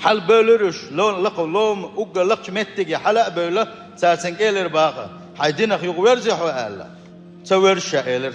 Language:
Chechen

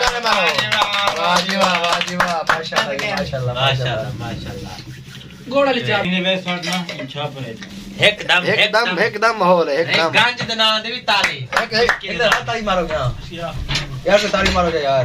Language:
Saraiki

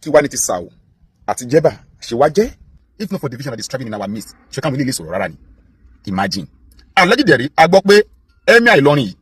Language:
Yoruba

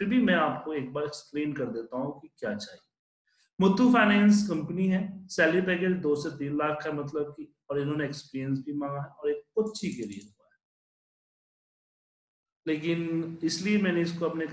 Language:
Hindi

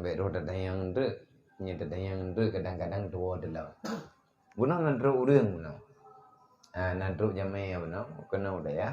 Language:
Achinese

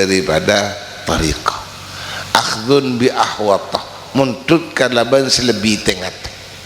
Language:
Madurese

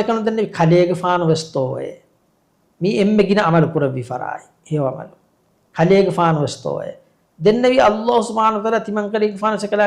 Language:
Divehi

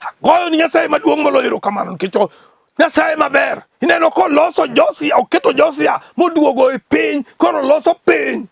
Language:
Luo (Kenya and Tanzania)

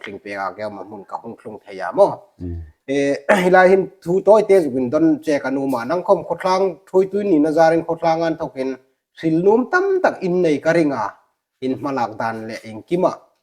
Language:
Hmar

